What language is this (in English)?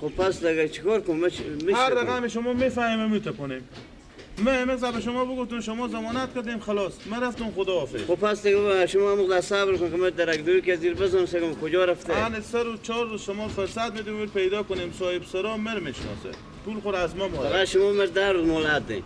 Persian